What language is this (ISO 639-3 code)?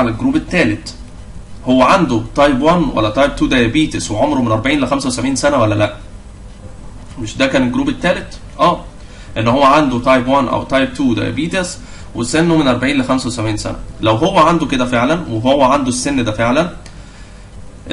arz